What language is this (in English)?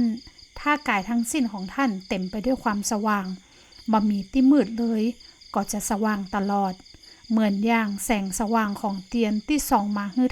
Northern Thai